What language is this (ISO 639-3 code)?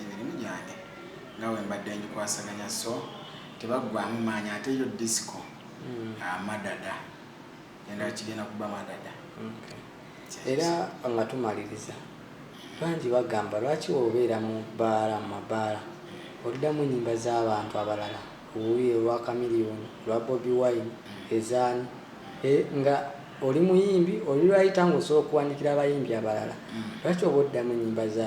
lug